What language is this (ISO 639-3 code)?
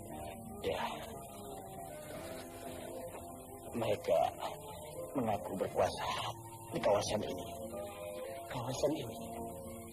msa